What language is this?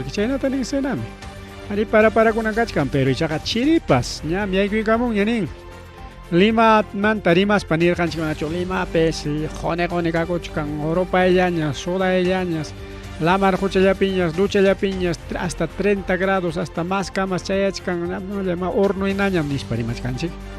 Ayacucho Quechua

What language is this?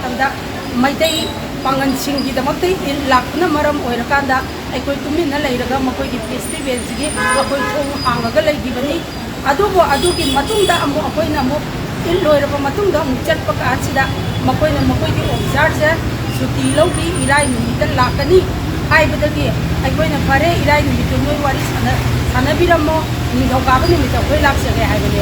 Manipuri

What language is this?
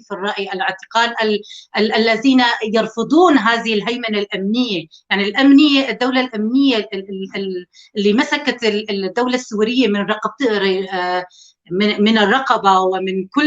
North Levantine Arabic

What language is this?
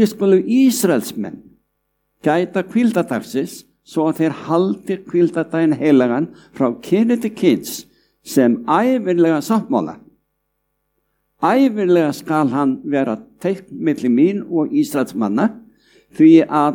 Icelandic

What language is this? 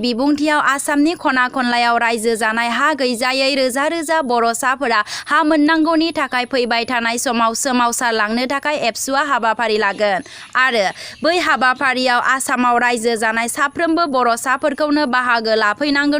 Bodo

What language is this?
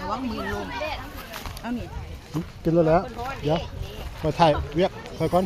Northeastern Thai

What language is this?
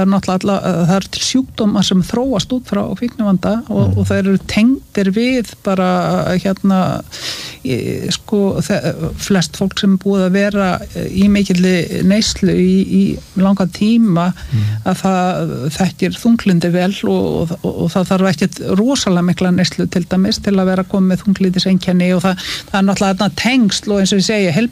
Icelandic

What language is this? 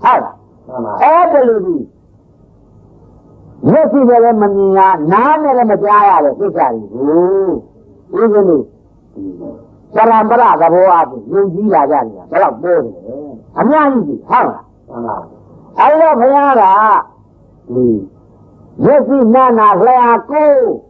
Burmese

